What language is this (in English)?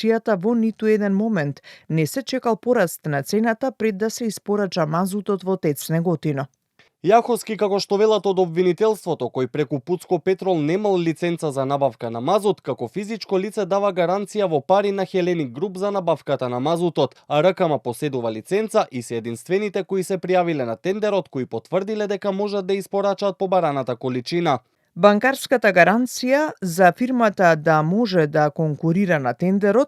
Macedonian